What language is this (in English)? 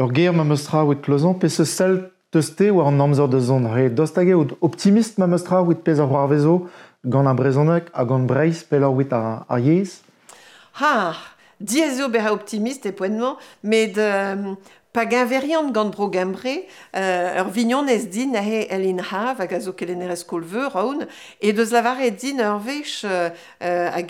Breton